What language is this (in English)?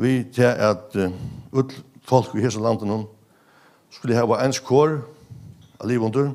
Faroese